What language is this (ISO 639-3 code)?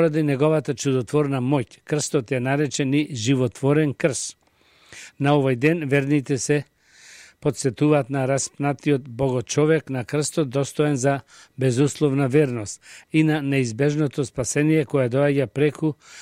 mkd